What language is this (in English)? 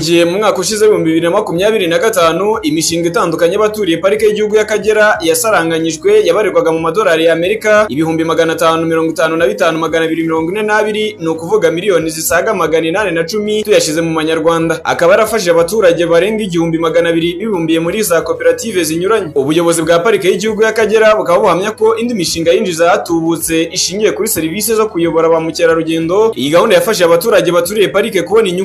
Kinyarwanda